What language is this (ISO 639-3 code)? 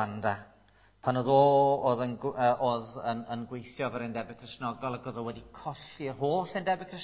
cym